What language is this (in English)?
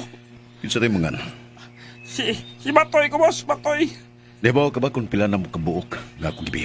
Cebuano